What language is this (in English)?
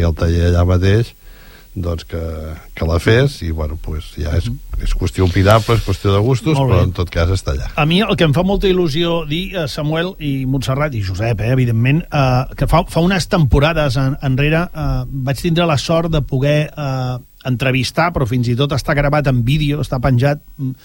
Catalan